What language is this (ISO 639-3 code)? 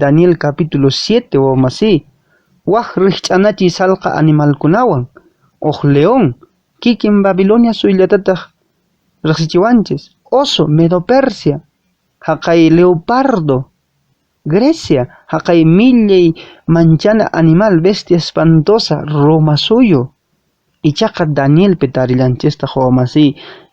que